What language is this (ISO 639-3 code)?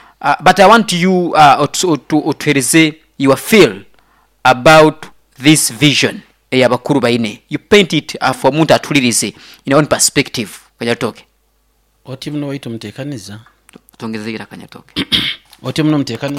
nyo